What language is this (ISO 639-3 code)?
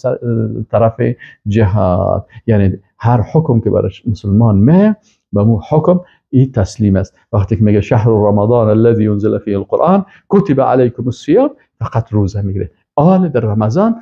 fas